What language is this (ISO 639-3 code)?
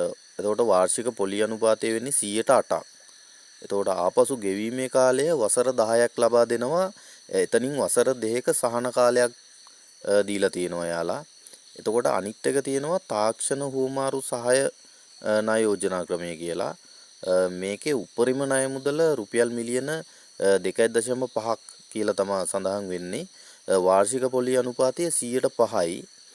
sin